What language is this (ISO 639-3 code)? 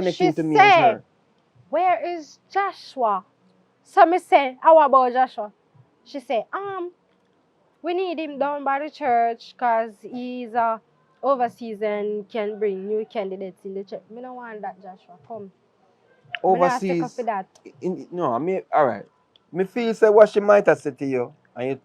jam